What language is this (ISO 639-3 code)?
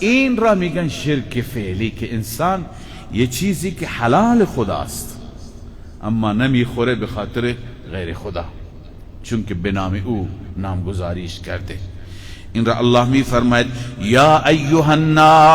fas